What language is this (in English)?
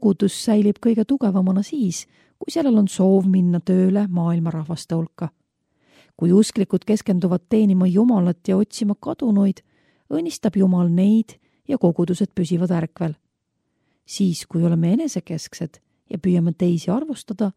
Estonian